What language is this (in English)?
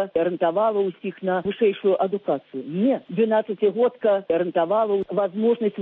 Belarusian